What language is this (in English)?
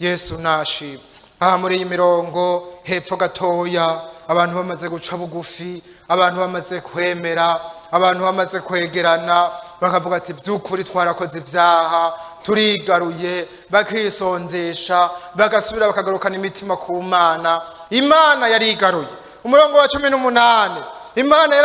Rundi